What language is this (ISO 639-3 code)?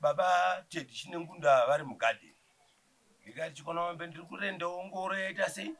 sna